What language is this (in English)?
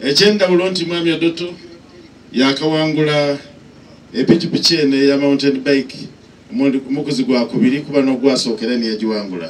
Soga